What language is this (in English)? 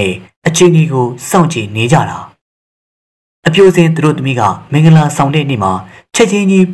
Burmese